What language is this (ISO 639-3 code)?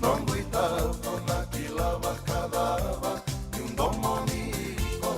fij